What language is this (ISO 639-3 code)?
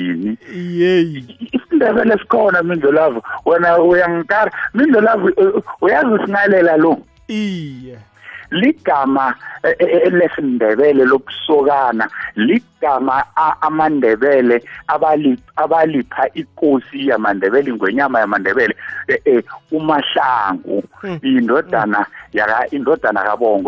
nbl